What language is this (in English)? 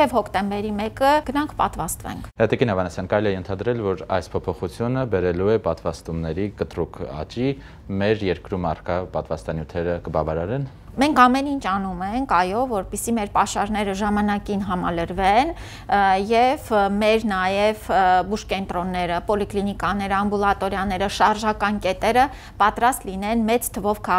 Armenian